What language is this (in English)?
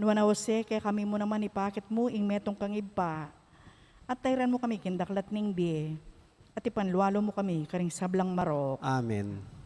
Pampanga